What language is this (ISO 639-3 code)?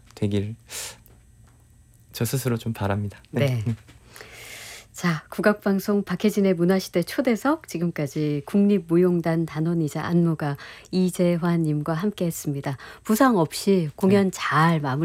kor